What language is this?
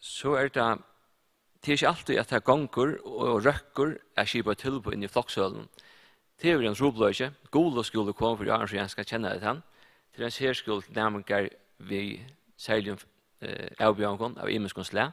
Faroese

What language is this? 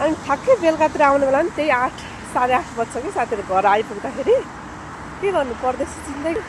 Nepali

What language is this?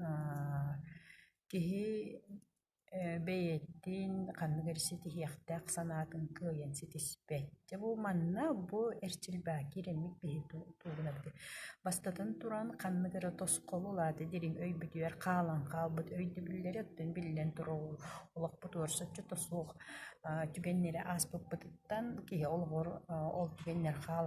Yakut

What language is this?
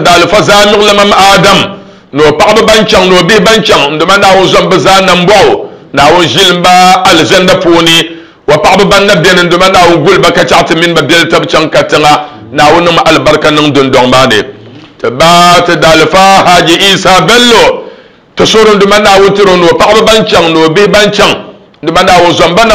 Dagbani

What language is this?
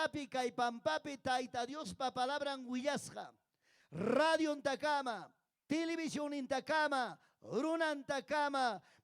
Ayacucho Quechua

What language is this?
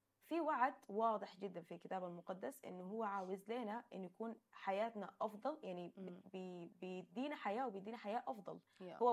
Sudanese Arabic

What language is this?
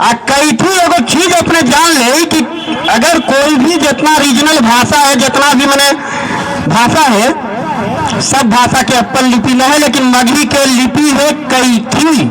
Magahi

